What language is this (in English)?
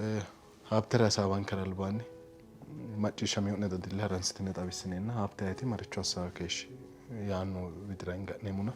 Sidamo